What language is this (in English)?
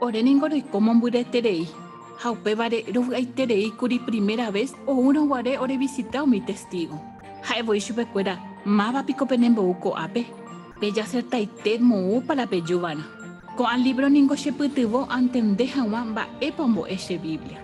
Guarani